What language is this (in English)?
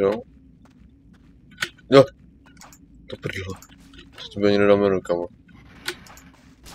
Czech